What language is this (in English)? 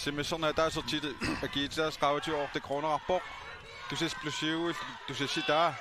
Kalaallisut